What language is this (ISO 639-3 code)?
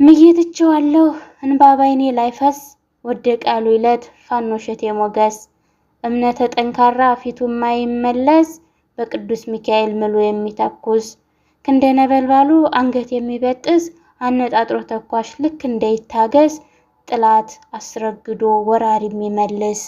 amh